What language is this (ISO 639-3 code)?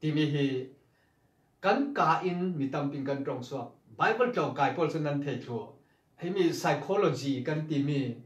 cfm